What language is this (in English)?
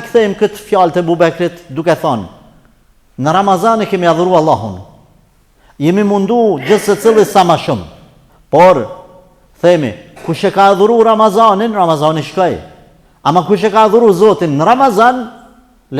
Albanian